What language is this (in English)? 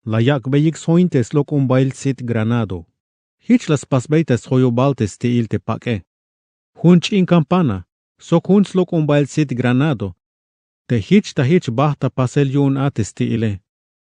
Tzeltal